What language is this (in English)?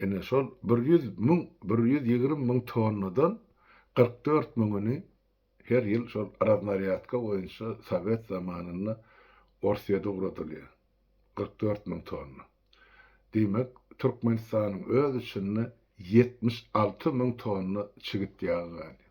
Turkmen